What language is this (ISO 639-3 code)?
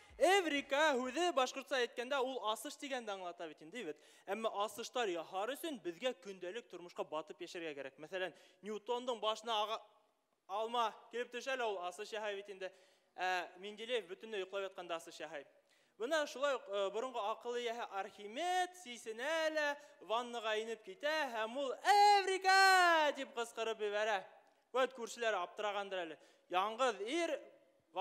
bak